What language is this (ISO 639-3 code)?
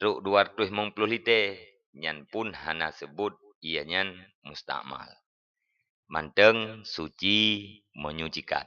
ace